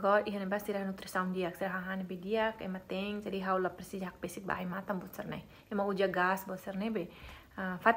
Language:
Tetum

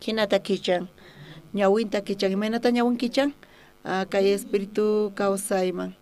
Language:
South Bolivian Quechua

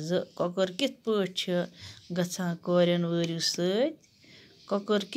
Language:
Kashmiri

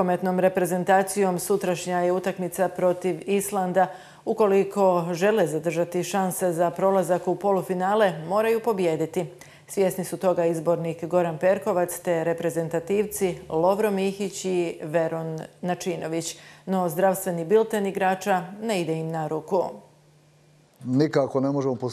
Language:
Croatian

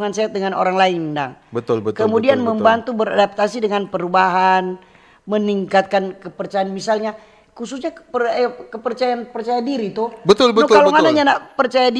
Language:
Manado Malay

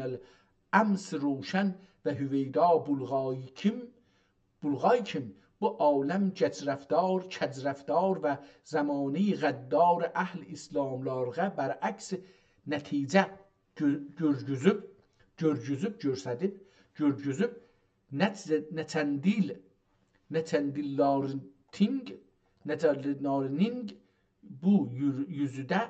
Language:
South Azerbaijani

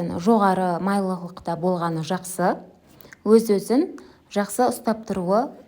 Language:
Kazakh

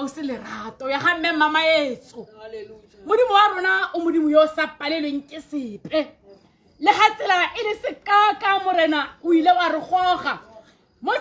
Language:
Tswana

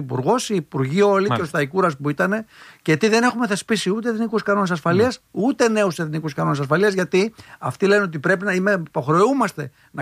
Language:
Greek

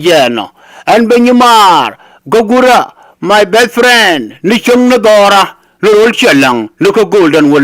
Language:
Nuer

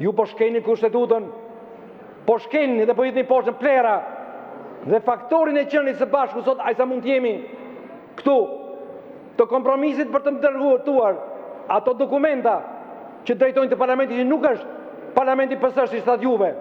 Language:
Albanian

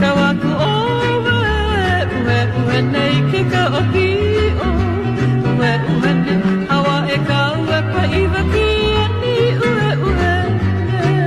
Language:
Hawaiian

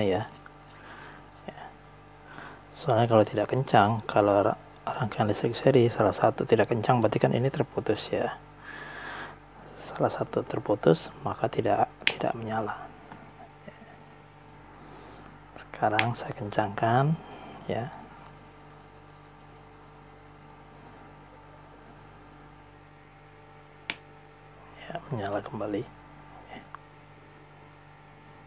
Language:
Indonesian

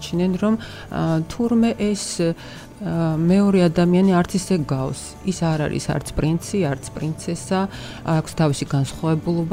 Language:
Georgian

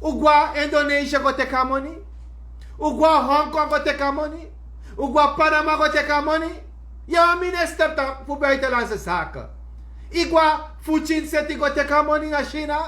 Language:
Sranan Tongo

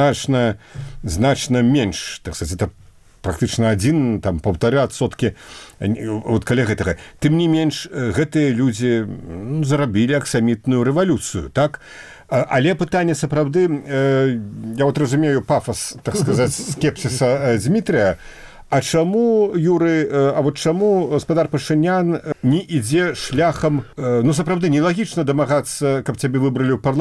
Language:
Belarusian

